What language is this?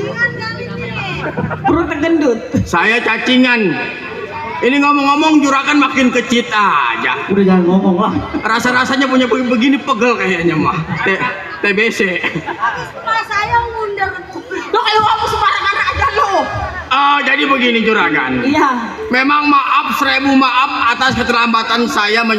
Betawi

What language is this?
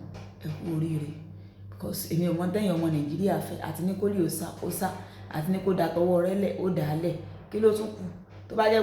Yoruba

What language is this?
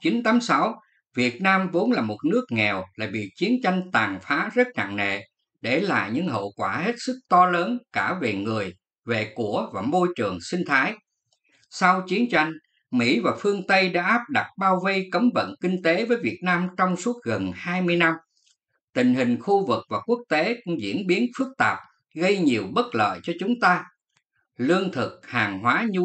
Vietnamese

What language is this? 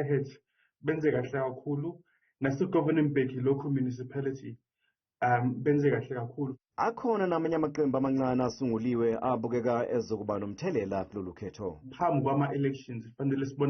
Zulu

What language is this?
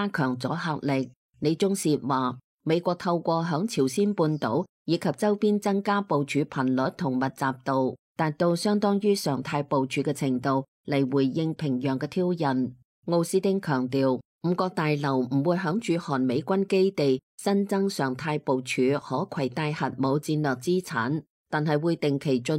Cantonese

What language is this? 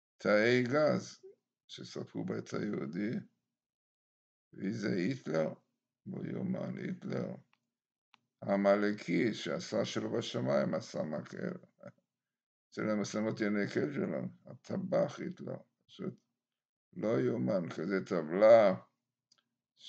Hebrew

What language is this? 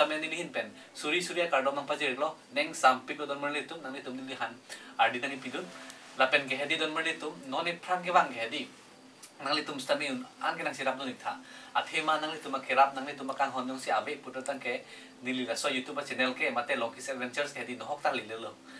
Karbi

